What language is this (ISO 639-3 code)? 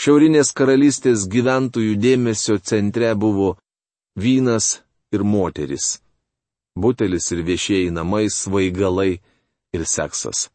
lit